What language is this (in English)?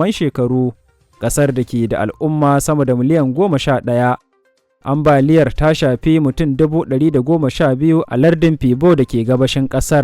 Hausa